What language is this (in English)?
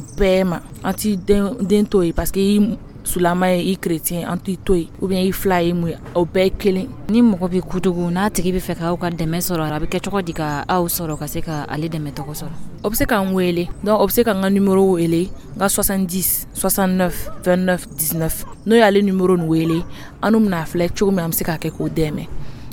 Dyula